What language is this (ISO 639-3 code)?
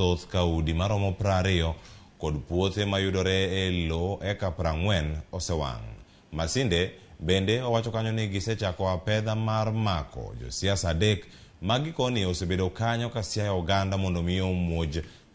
luo